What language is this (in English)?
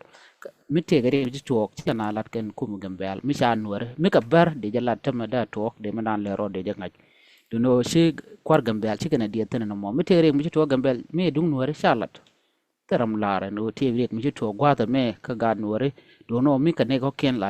Nuer